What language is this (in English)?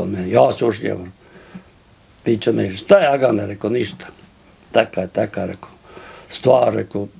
Bosnian